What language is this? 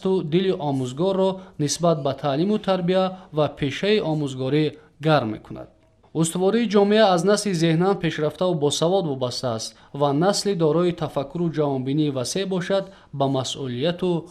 Tajik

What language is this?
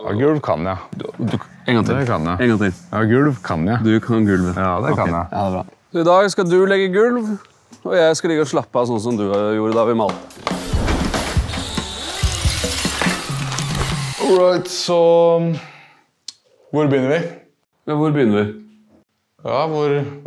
Norwegian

